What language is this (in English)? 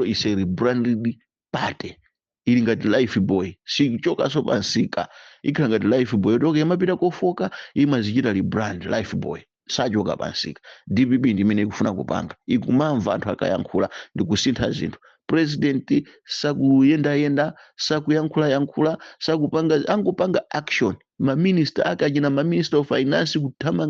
Nyanja